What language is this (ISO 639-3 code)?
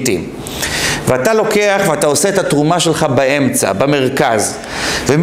heb